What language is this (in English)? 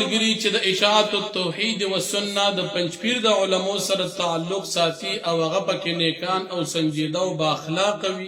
Pashto